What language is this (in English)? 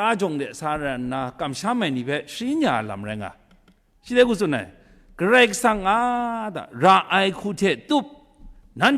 Kachin